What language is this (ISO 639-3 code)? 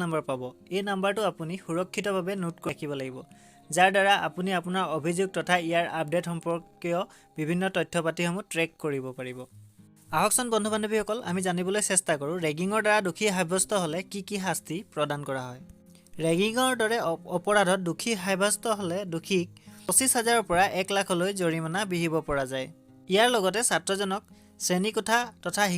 asm